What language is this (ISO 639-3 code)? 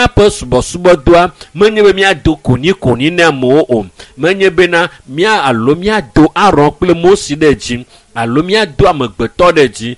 ewe